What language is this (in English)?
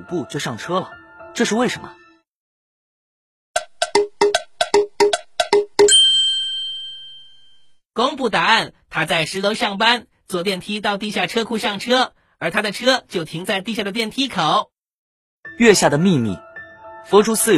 Chinese